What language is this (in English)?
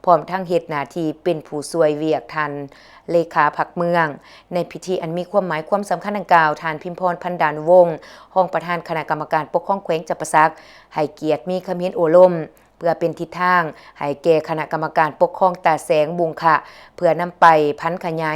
Lao